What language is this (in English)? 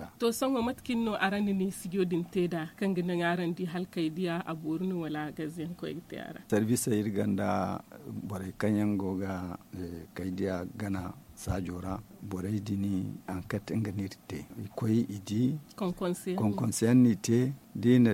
Zarma